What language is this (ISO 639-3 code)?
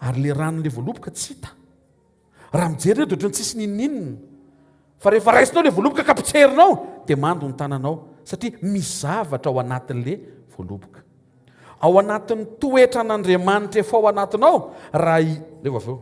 mlg